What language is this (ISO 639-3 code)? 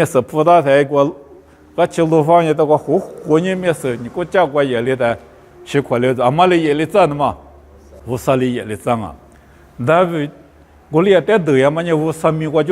lis